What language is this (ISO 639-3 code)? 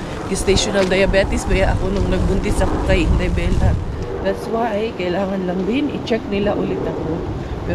fil